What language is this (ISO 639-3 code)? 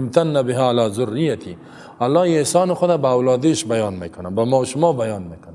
fas